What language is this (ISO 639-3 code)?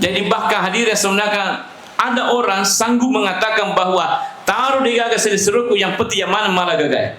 bug